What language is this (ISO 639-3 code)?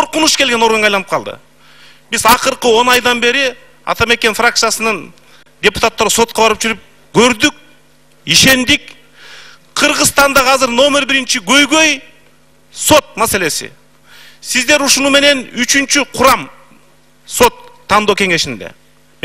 kir